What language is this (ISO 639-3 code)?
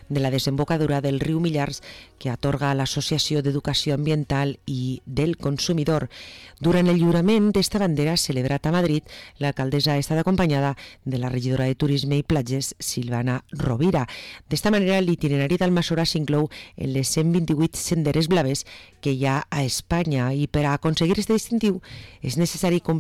cat